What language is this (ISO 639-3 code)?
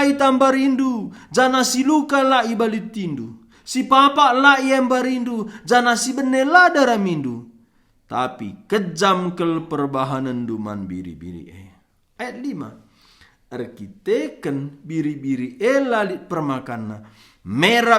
btx